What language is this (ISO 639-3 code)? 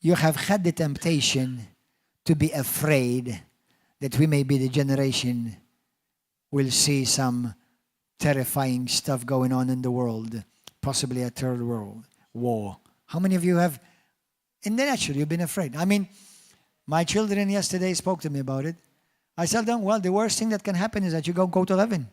eng